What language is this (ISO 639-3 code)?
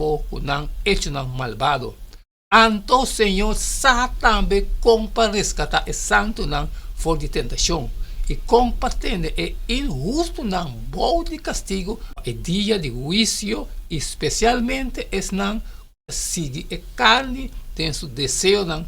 pap